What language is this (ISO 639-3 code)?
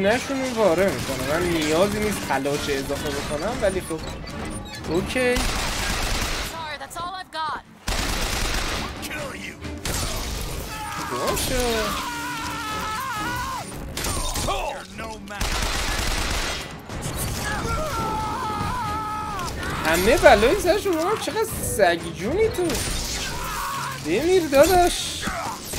fas